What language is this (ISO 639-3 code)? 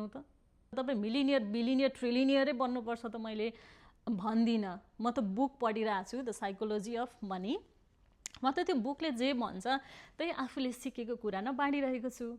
nep